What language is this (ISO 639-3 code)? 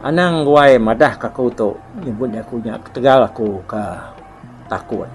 iba